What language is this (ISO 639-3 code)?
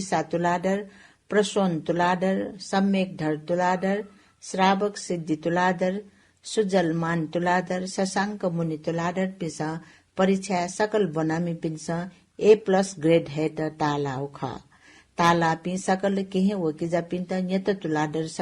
new